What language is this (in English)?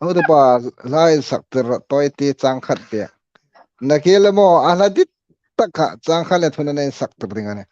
Hmar